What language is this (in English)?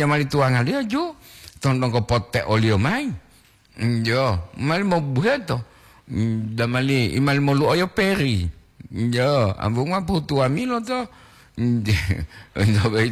Gorontalo